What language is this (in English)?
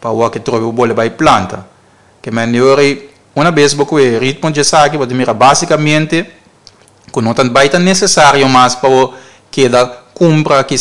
Papiamento